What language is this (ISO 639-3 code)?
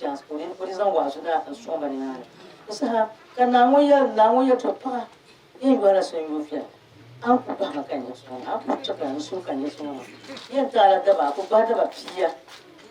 dag